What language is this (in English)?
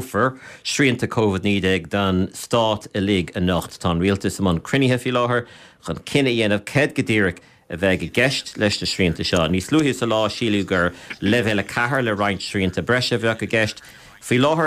Irish